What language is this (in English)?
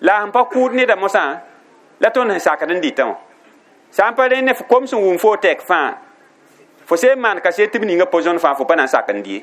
Mossi